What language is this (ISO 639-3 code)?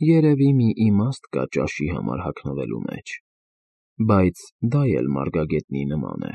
hye